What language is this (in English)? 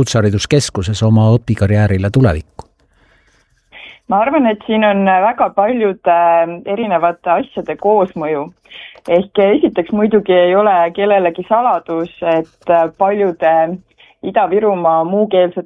Estonian